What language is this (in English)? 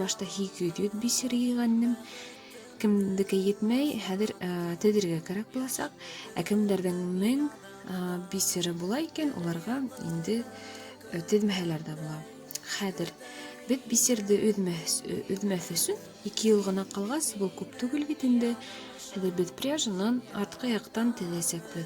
Bashkir